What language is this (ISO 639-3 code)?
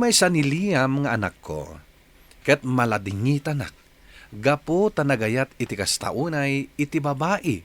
ilo